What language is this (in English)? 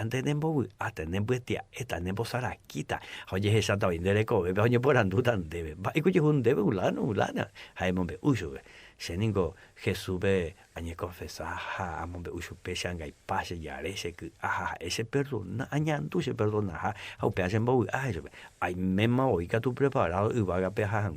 Guarani